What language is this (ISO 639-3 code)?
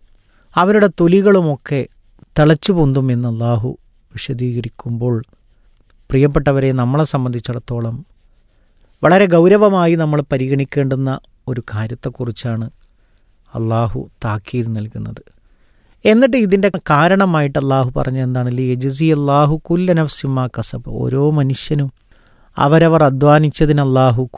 mal